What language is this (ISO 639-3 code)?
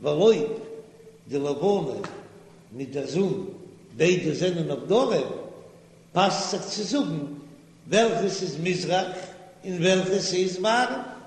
yid